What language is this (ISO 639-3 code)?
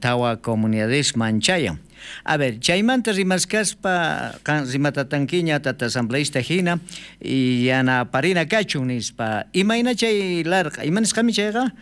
quh